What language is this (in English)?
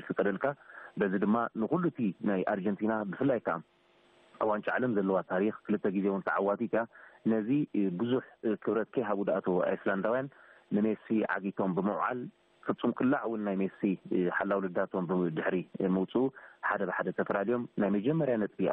Tigrinya